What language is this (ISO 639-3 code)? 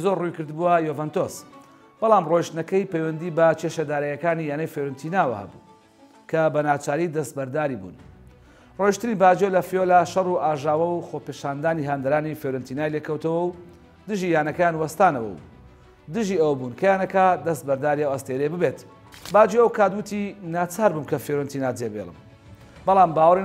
ckb